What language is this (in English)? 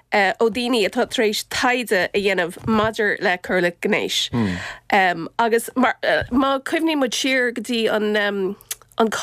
Irish